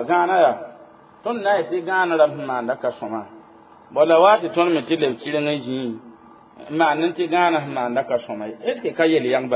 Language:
Mossi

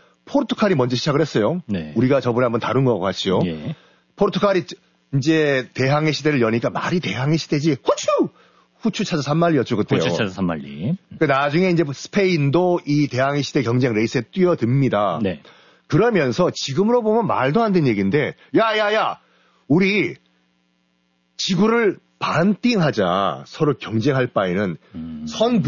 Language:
Korean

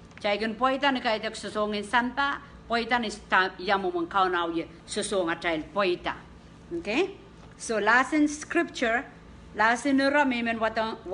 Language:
Pohnpeian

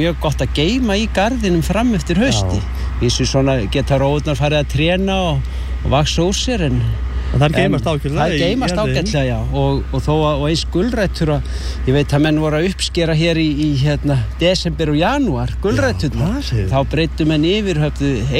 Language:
Icelandic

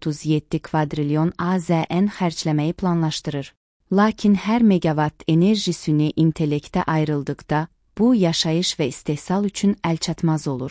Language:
Azerbaijani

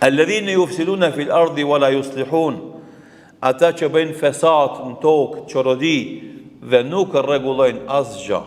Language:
Albanian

